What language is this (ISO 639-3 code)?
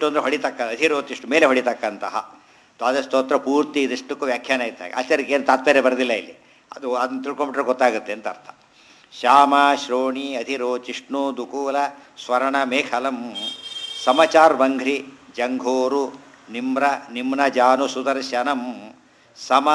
kan